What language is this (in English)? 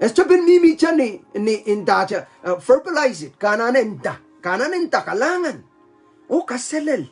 Pohnpeian